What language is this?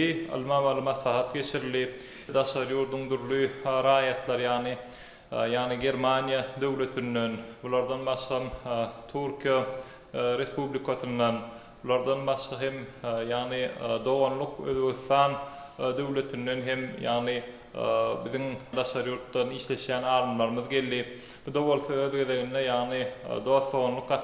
Turkmen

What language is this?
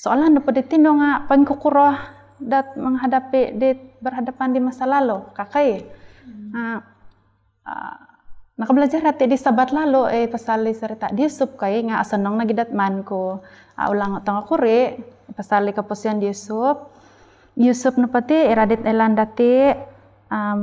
Central Dusun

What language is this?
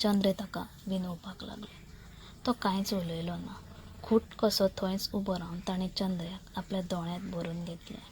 Konkani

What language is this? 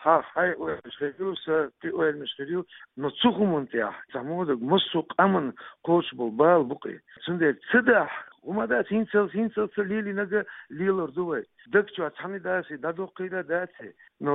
Chechen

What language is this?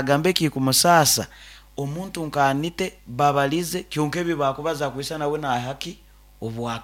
Nyoro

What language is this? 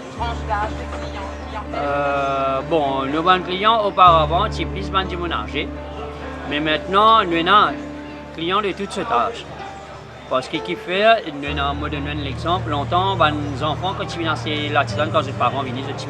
Morisyen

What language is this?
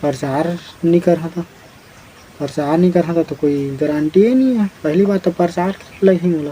Chhattisgarhi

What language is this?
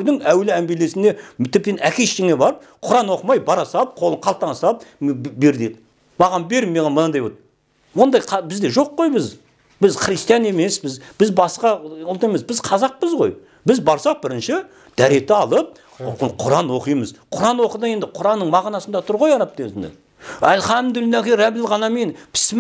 Kazakh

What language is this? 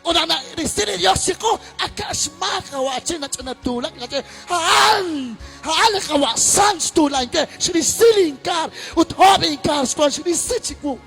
Kekchí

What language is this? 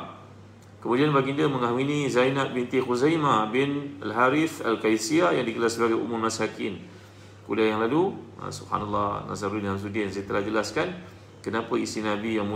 Malay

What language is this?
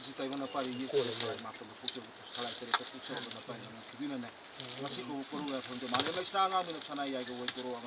Manipuri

